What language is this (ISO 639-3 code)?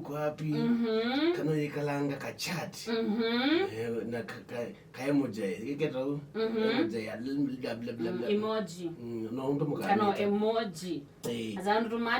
kam